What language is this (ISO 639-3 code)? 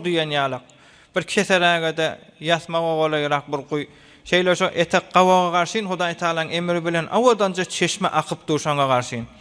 tuk